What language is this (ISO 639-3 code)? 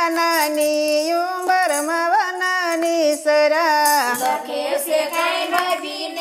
guj